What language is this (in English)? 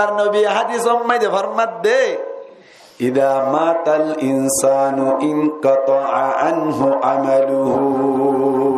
Rohingya